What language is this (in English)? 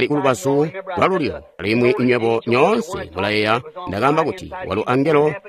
Tonga (Zambia)